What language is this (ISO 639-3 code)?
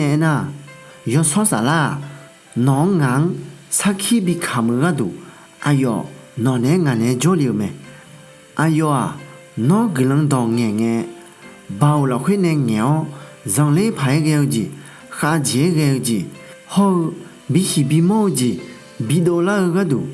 ahk